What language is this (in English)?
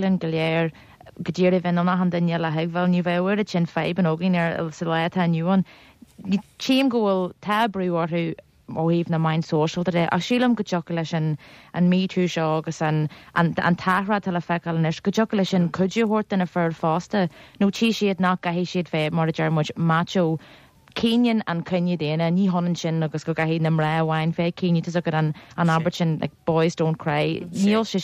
Irish